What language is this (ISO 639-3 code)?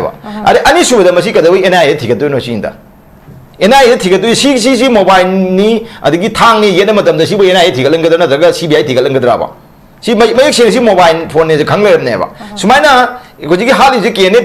mni